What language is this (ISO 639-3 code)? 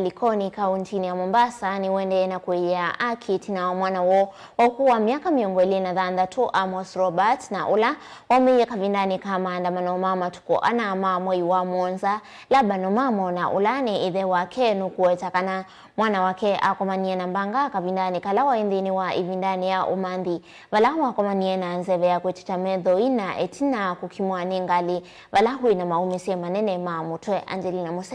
kam